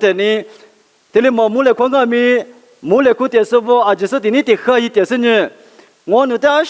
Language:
Lisu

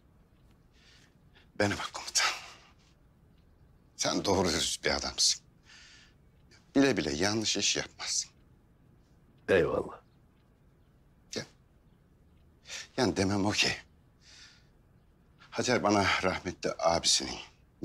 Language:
Turkish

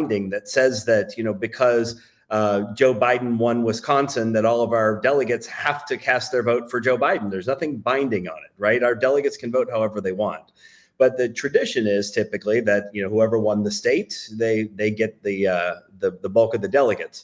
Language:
English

